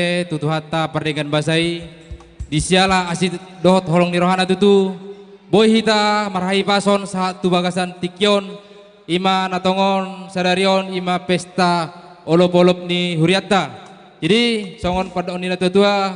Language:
Batak Simalungun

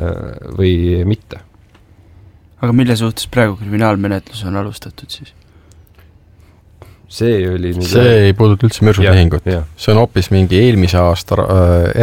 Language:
Estonian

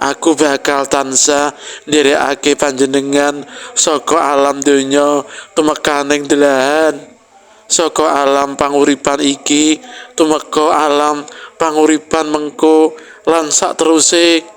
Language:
Javanese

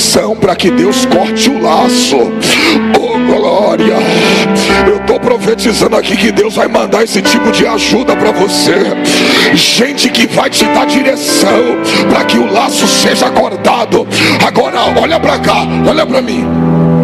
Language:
Portuguese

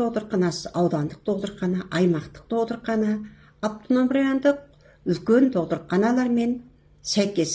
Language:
Kazakh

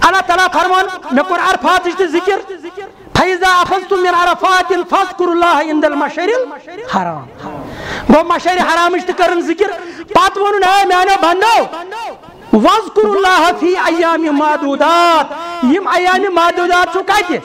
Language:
Kashmiri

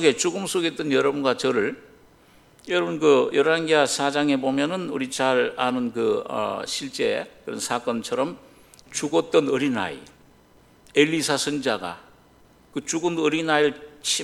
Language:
Korean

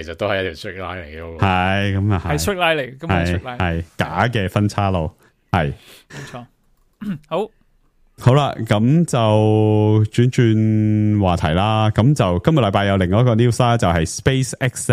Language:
Cantonese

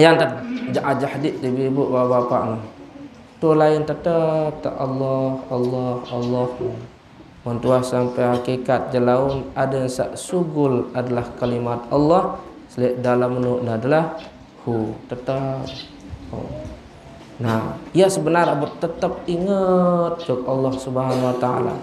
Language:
Sasak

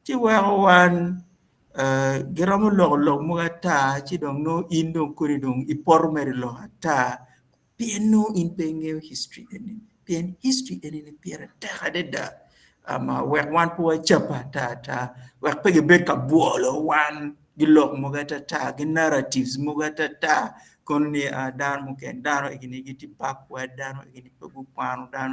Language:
Acoli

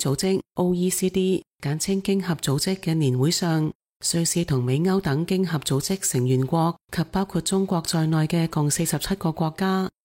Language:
Cantonese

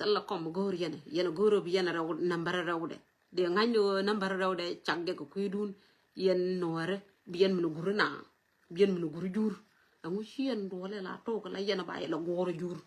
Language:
Nuer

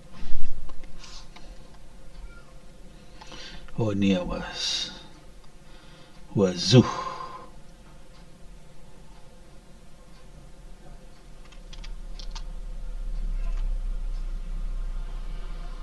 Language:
Indonesian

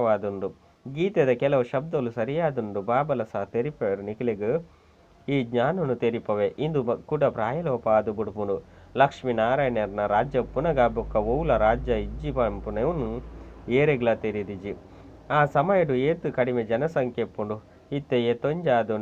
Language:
Tulu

